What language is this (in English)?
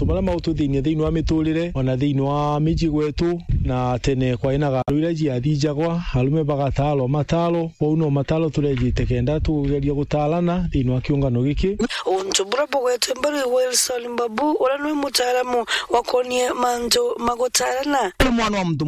Meru